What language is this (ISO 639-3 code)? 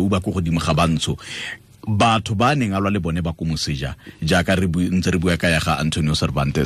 tsn